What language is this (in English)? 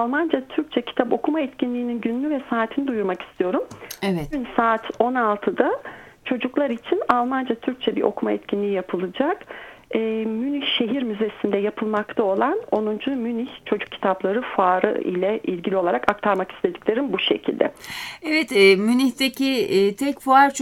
Turkish